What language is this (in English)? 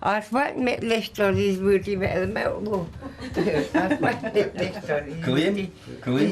Udmurt